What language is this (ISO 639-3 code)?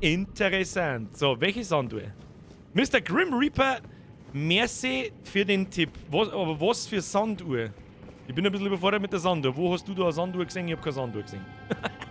bar